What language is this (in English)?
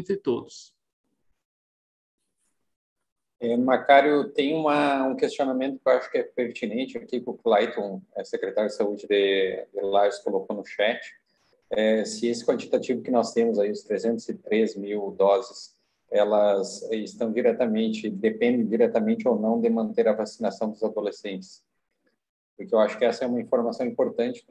Portuguese